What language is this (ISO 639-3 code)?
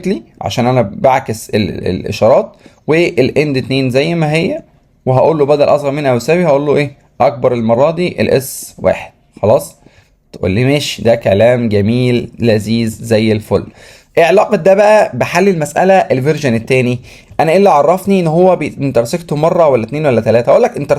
arz